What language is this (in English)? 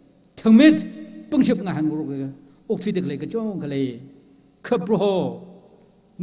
Tangkhul Naga (India)